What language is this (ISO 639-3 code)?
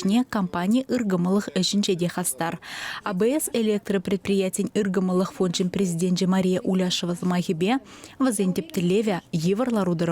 chv